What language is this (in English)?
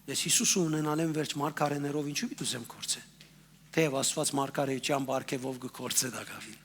Western Armenian